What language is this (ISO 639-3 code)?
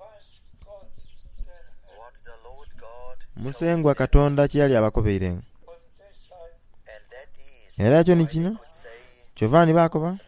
xog